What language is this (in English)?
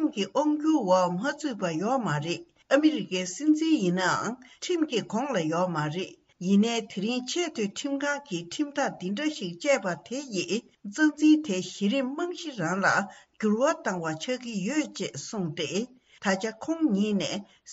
Tibetan